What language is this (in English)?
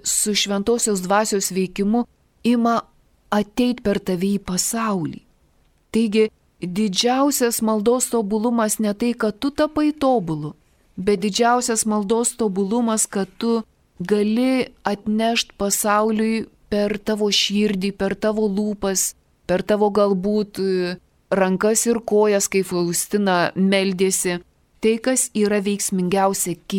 Lithuanian